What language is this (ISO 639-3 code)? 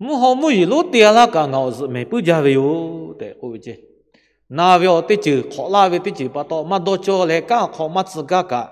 lhu